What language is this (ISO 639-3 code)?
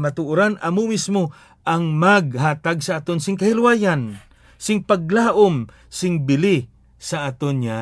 hil